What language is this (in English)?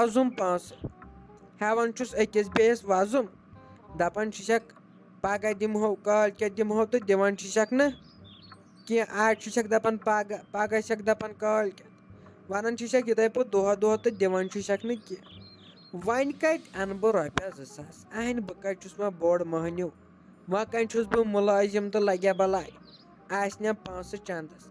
Kashmiri